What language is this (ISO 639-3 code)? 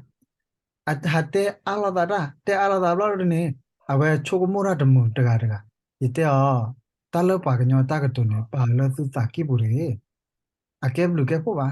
ksw